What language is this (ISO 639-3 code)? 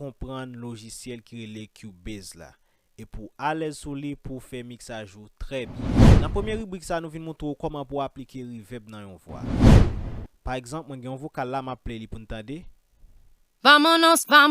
hat